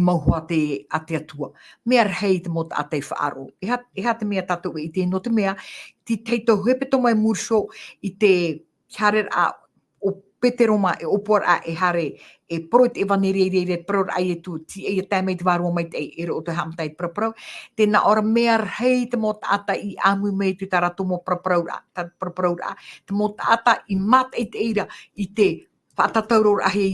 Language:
Tahitian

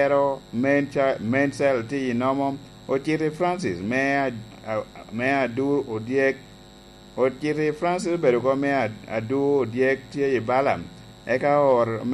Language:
Lango (Uganda)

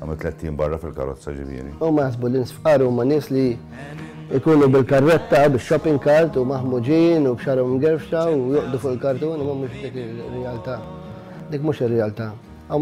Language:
Maltese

